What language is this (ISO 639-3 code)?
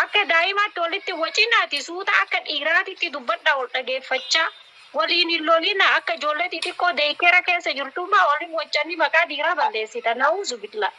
orm